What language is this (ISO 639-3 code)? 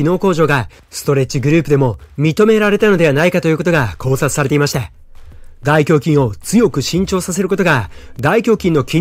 jpn